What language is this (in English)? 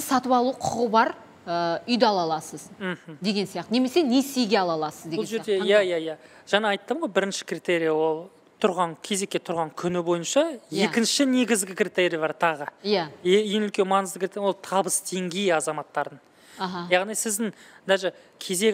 Kazakh